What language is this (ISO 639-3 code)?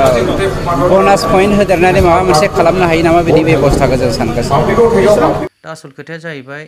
brx